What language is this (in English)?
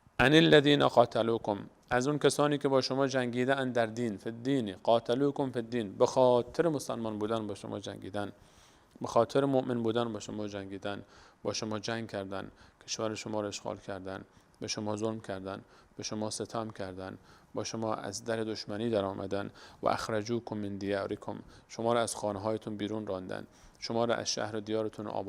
Persian